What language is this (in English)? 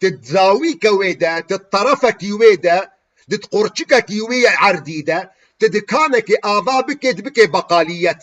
Kurdish